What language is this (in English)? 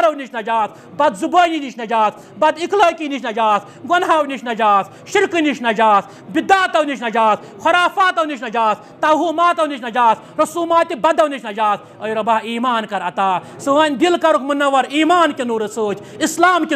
Kashmiri